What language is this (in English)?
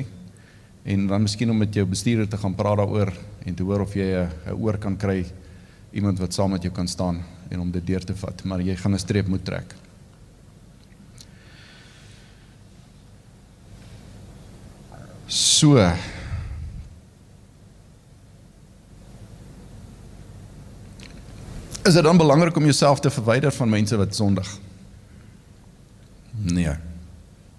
Afrikaans